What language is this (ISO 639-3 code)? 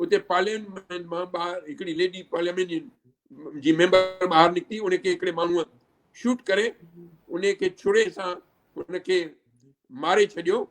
snd